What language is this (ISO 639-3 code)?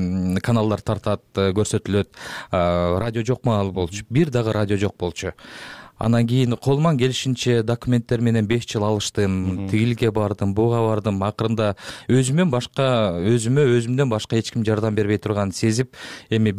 kir